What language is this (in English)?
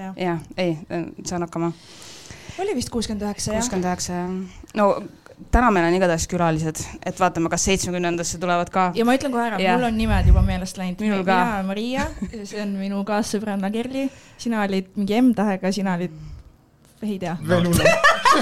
Estonian